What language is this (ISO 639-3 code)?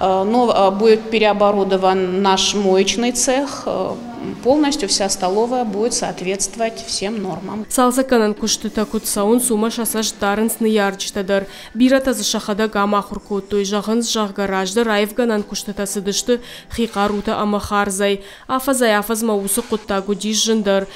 oss